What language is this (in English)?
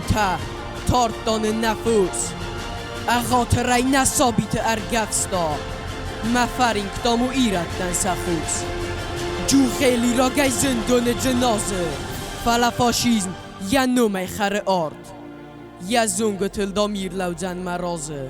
Ossetic